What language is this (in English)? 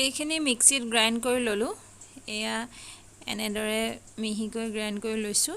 Assamese